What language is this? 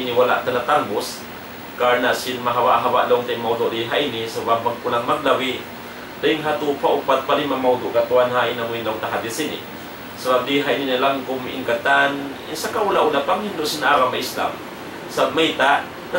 Tausug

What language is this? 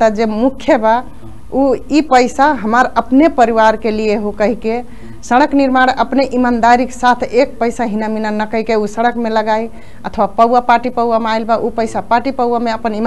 Bhojpuri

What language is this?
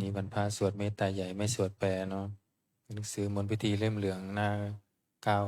Pali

